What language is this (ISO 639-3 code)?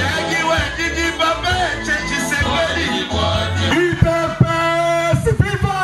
lua